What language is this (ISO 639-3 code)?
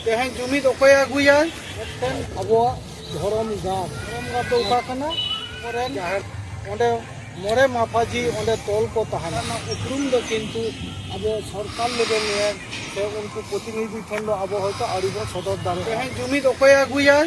sat